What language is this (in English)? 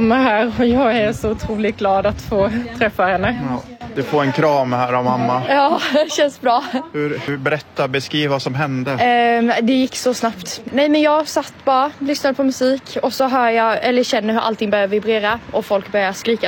Swedish